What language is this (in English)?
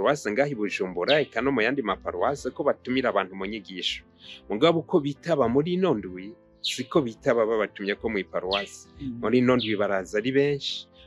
Rundi